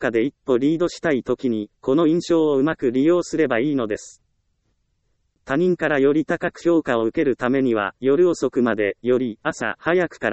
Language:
Japanese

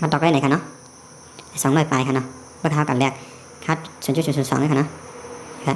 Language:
Shan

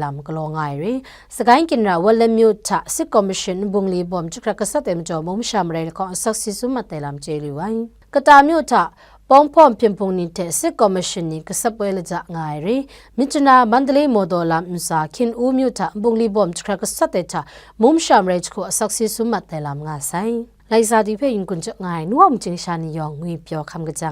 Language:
Kachin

